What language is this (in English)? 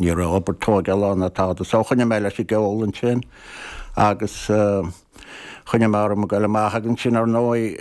Irish